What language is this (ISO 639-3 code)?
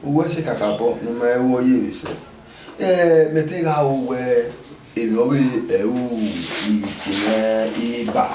bin